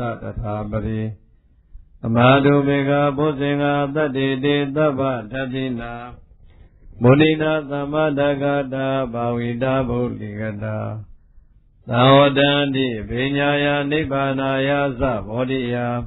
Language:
Burmese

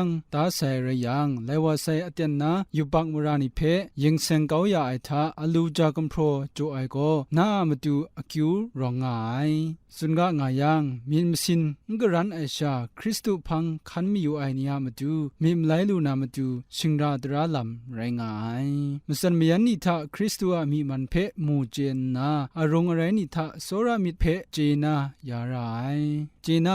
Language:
Kachin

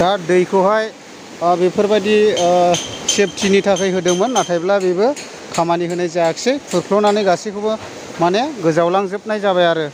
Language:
Bodo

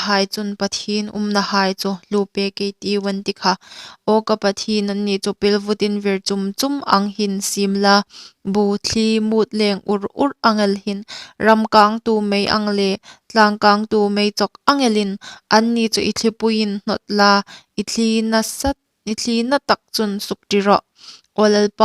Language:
Hmar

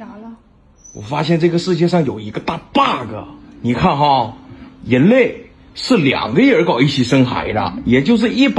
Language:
Chinese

